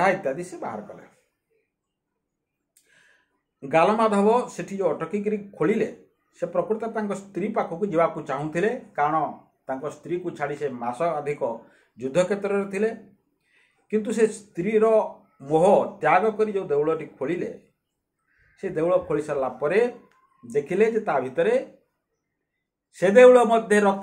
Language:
Odia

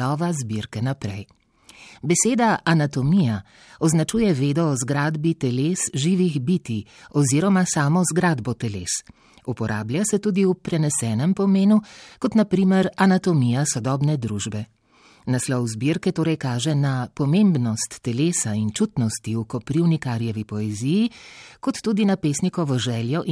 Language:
Slovenian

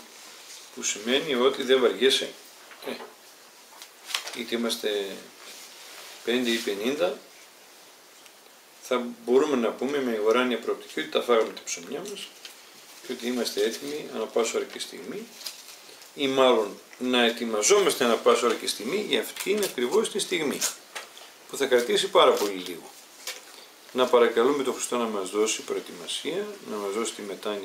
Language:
Greek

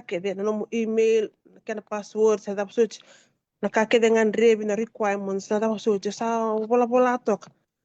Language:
Fijian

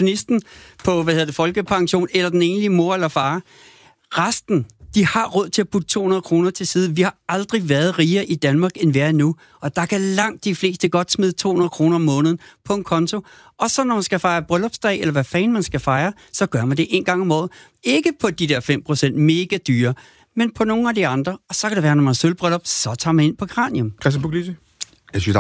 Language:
Danish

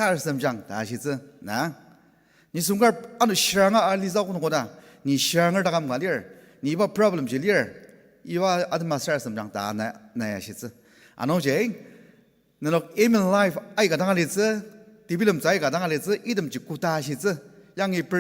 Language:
Ao Naga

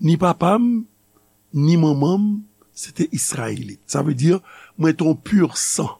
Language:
Haitian Creole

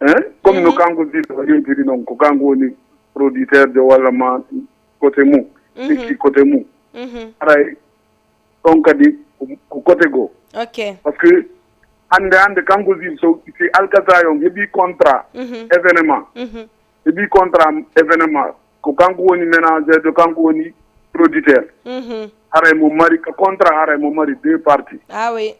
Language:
Fula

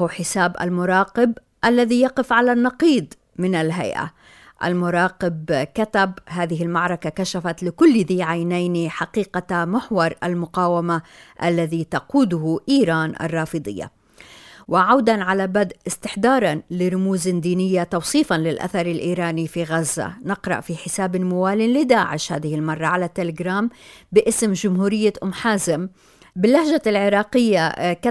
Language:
Arabic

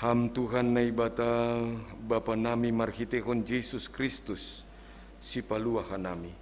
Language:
Batak Simalungun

